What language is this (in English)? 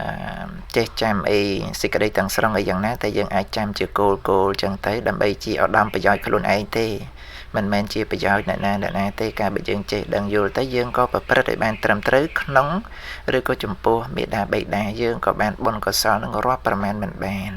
Khmer